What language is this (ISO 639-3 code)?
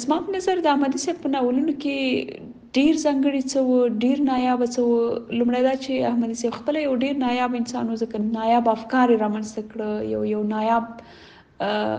pus